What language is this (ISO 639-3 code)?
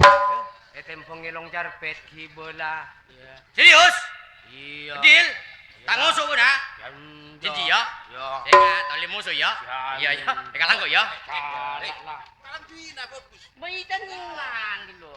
mad